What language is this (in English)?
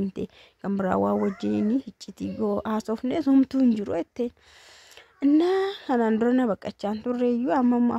Oromo